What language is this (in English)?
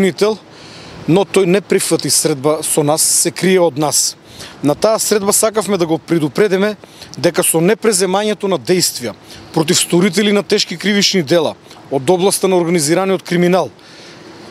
Macedonian